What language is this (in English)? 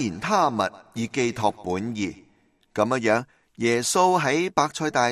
Cantonese